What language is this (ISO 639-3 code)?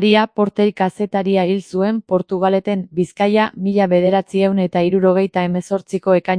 eus